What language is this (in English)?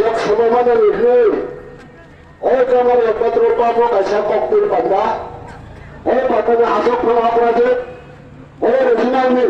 Kok Borok